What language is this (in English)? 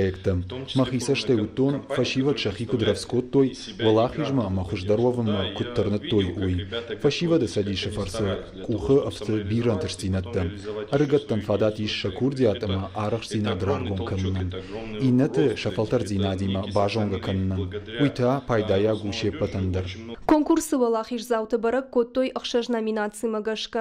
Ossetic